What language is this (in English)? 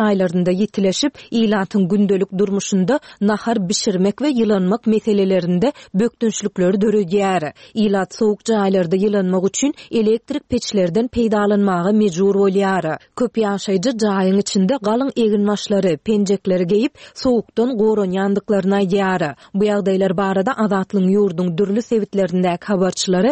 Turkmen